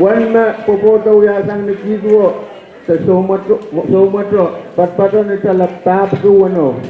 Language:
Pohnpeian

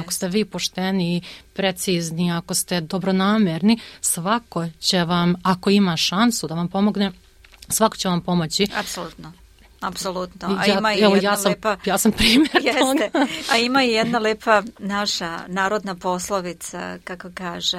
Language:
Serbian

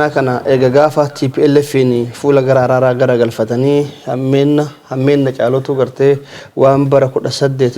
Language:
Oromo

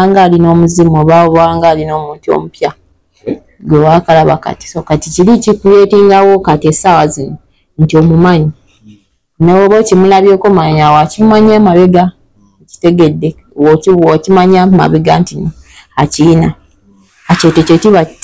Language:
Ganda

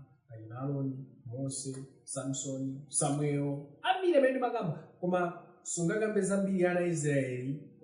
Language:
Nyanja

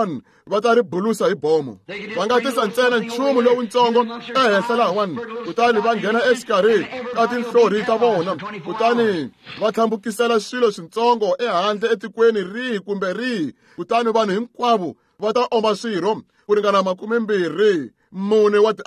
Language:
Tsonga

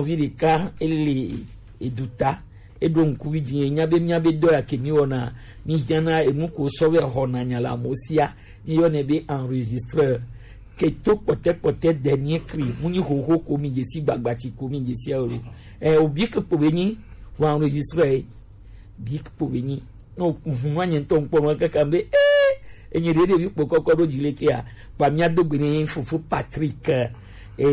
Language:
Gen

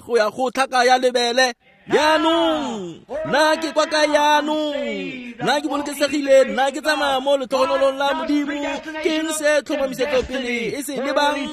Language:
Tswana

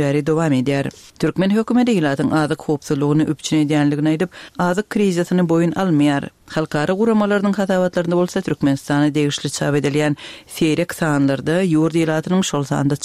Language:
Turkmen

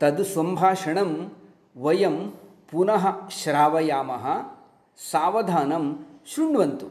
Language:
Sanskrit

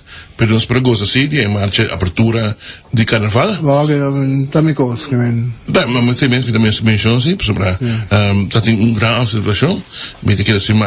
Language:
Papiamento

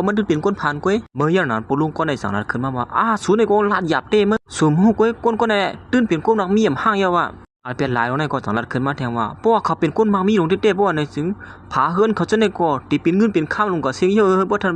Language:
Shan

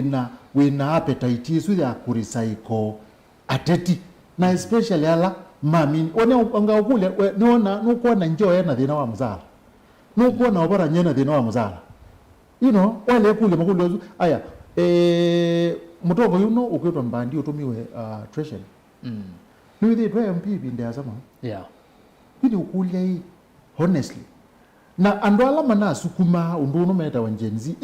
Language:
Kamba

